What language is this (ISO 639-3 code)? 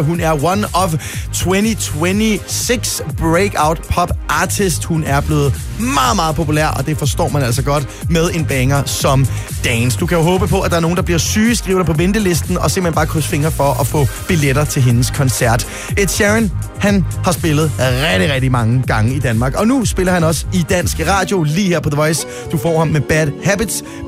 dan